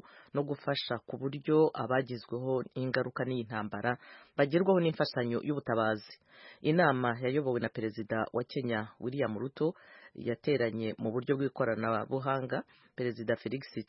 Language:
Kinyarwanda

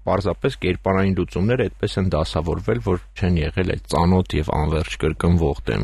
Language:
Armenian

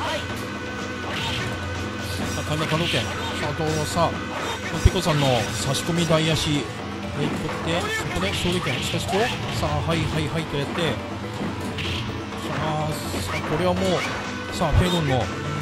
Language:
Japanese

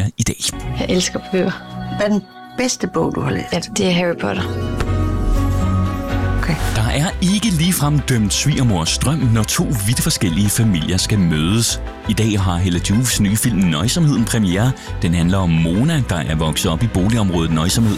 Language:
Danish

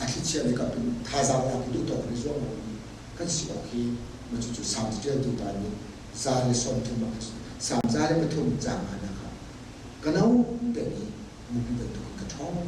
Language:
Hakha Chin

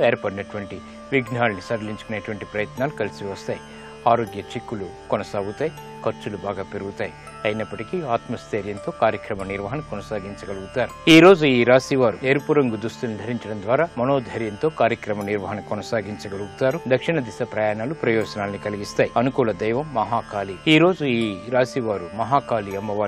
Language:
Telugu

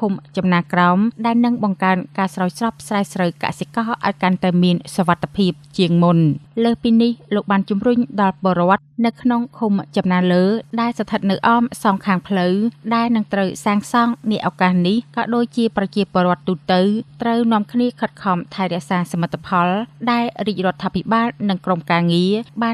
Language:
Khmer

